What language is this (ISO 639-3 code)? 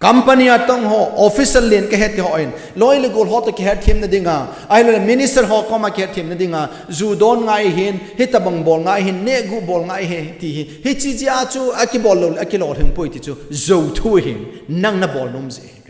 tcz